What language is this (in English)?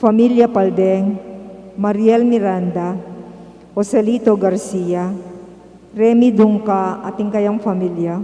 Pampanga